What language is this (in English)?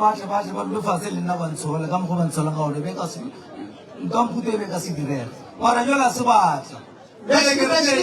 Northern Sotho